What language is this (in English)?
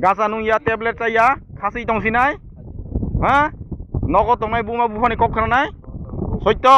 Kok Borok